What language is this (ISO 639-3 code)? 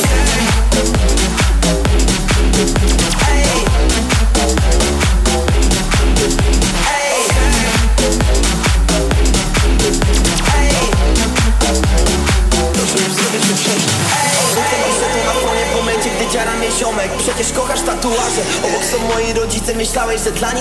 pol